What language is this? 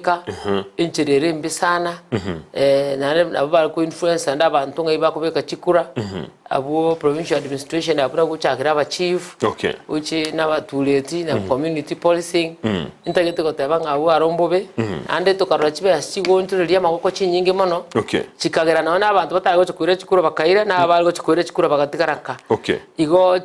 Gusii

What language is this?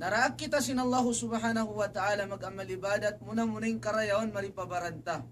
Tausug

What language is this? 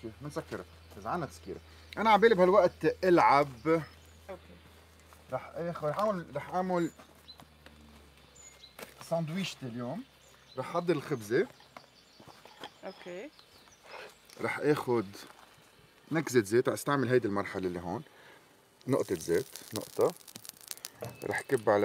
North Levantine Arabic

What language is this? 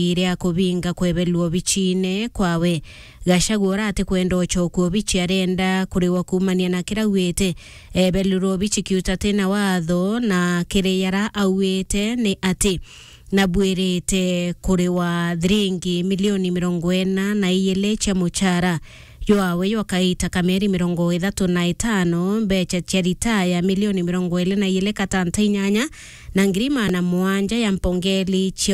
Meru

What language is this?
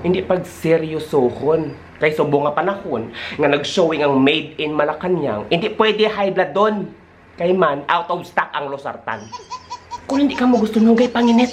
Hiligaynon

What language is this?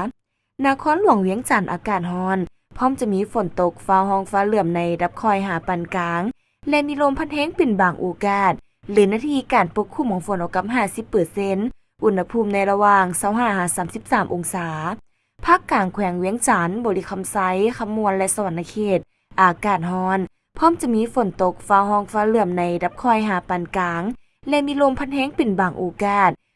Lao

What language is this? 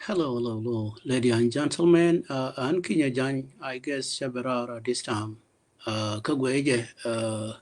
Nuer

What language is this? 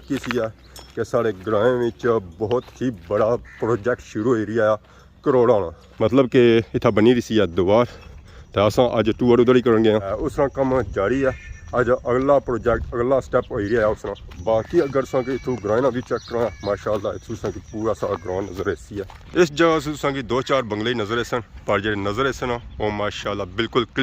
Pahari-Potwari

